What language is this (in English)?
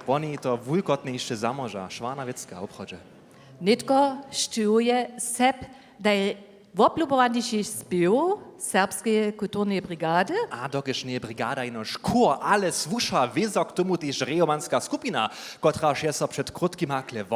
Upper Sorbian